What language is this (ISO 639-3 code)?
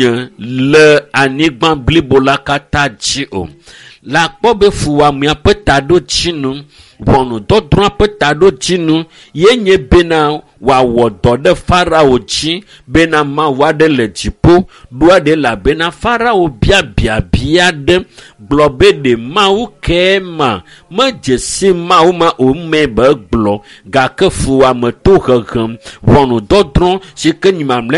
ewe